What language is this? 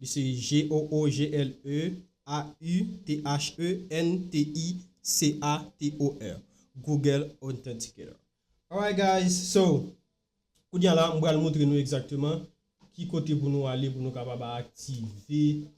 Haitian Creole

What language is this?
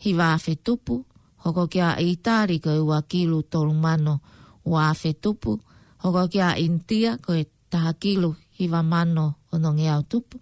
Tongan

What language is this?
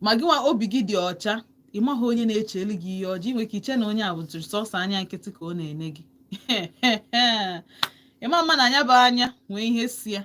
Igbo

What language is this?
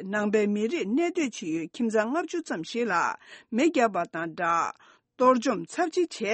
Tibetan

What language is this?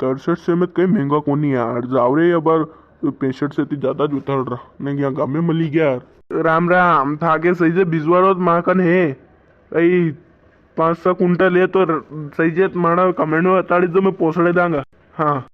Rajasthani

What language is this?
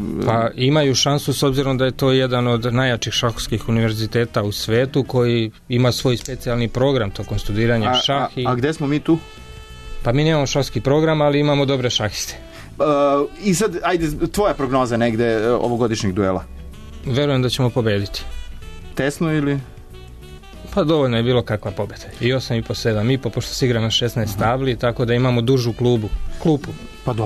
Serbian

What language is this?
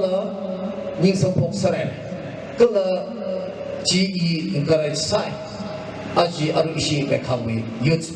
Tangkhul Naga (India)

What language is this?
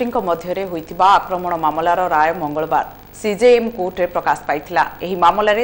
Odia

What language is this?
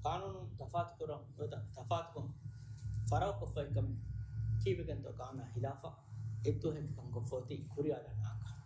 Divehi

